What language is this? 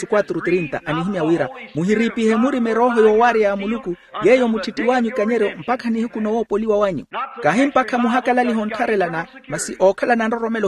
Makhuwa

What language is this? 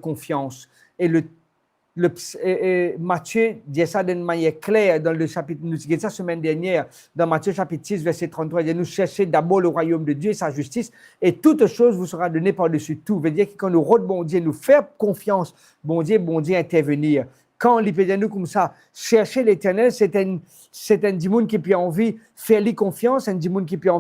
Morisyen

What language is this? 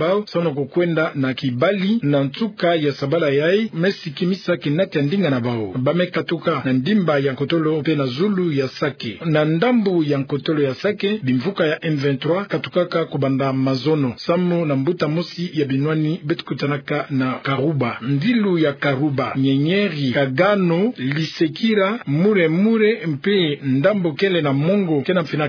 Kituba (Democratic Republic of Congo)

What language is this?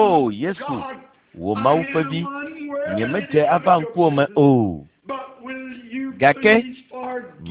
Ewe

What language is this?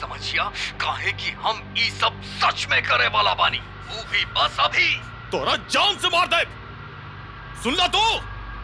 Bhojpuri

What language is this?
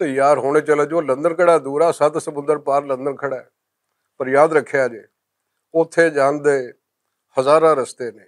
Western Panjabi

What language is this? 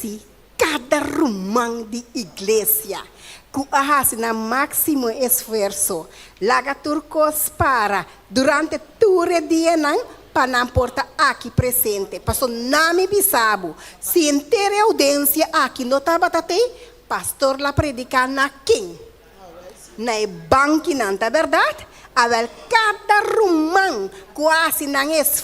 Papiamento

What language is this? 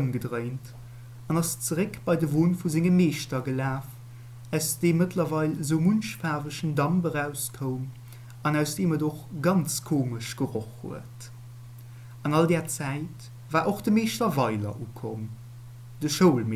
Luxembourgish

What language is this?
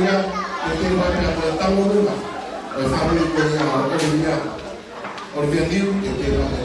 Tongan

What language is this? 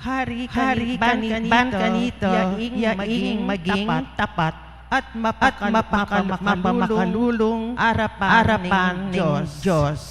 Pampanga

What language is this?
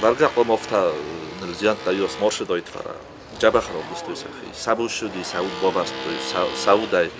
Ossetic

